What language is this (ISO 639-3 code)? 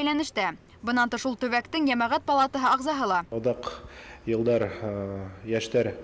bak